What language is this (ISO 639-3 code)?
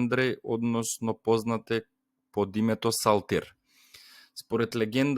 mkd